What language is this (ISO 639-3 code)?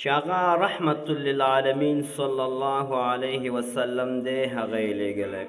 pus